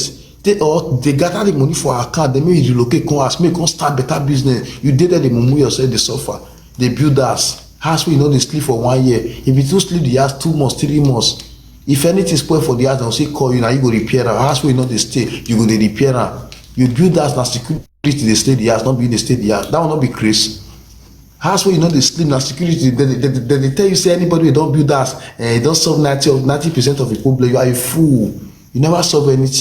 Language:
Nigerian Pidgin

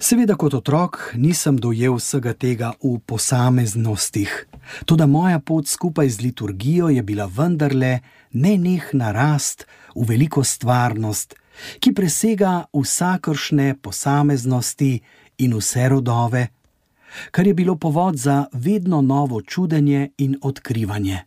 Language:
Slovenian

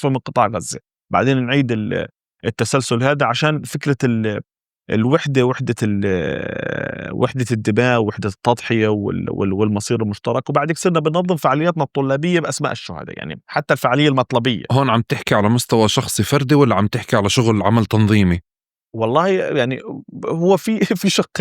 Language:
North Levantine Arabic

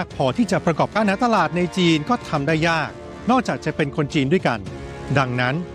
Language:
Thai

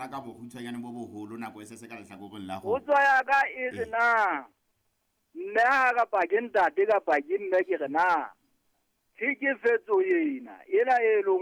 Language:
Southern Sotho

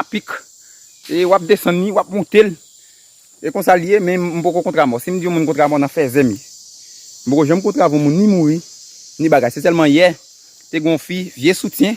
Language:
Haitian Creole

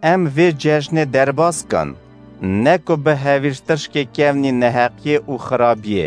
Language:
Kurdish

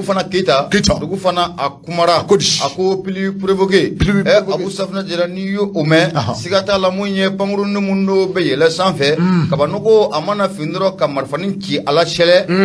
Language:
Bambara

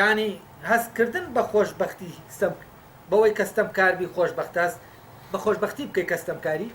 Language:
Central Kurdish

